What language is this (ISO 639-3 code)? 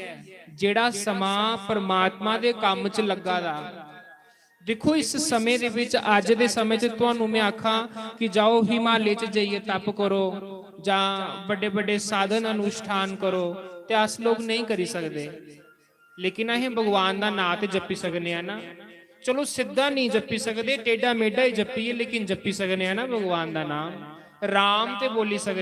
doi